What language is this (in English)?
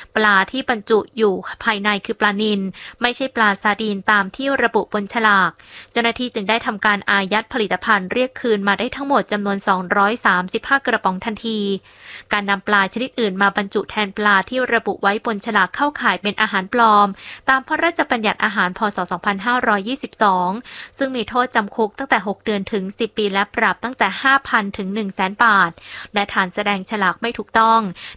Thai